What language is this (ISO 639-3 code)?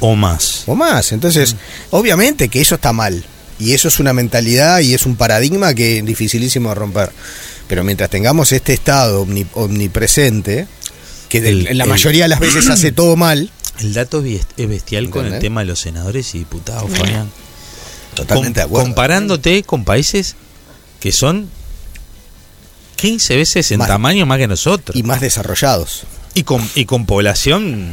spa